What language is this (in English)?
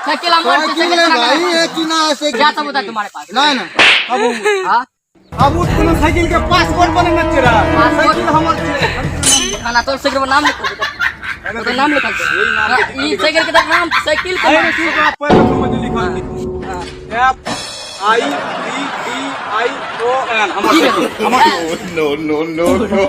Maithili